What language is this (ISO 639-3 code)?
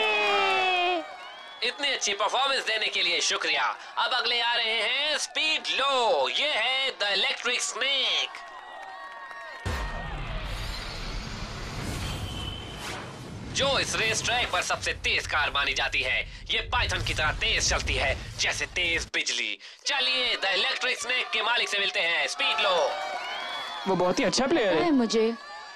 hin